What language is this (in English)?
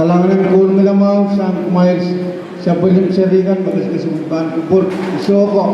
Pohnpeian